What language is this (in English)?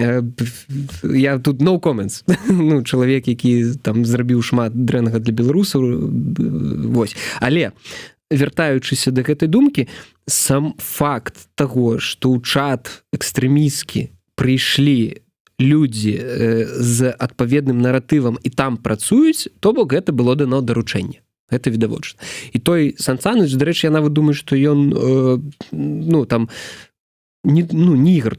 Belarusian